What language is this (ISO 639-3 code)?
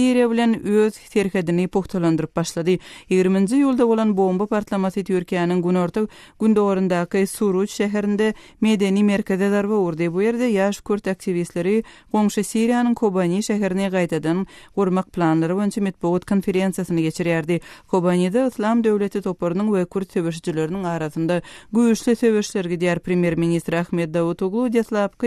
tuk